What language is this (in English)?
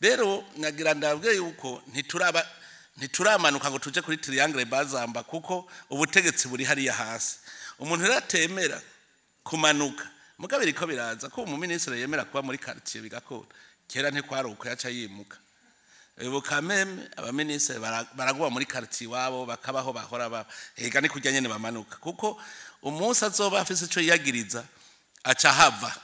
Rundi